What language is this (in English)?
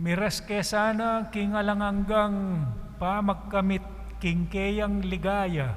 Pampanga